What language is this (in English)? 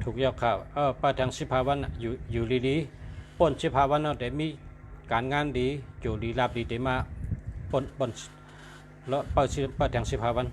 Shan